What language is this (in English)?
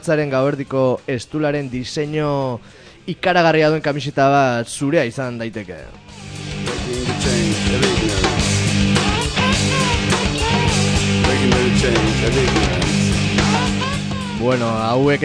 Basque